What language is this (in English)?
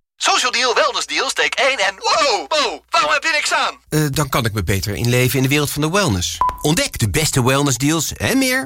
Dutch